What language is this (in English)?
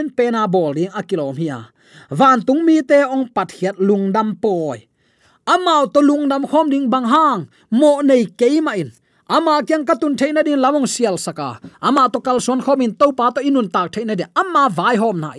Tedim Chin